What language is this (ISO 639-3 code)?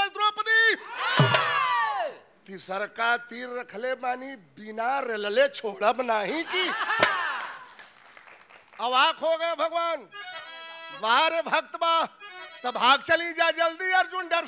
bho